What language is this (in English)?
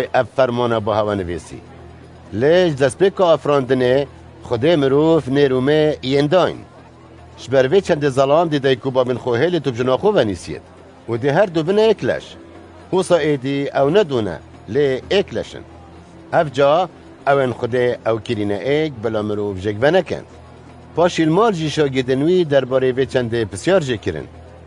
Kurdish